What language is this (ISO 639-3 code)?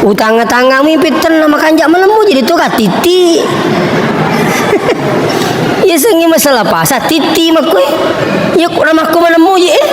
bug